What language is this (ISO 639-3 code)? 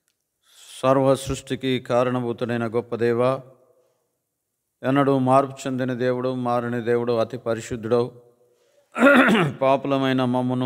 tel